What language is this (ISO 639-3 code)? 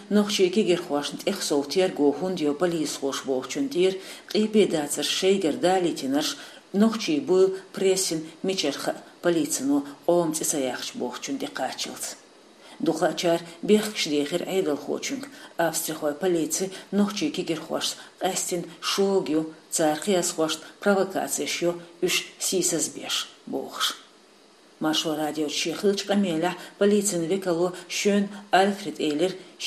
che